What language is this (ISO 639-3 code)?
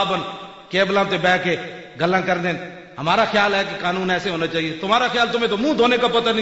lah